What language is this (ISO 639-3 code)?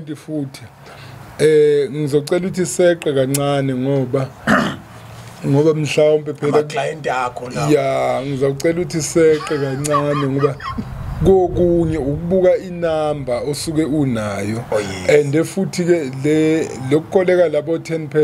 zul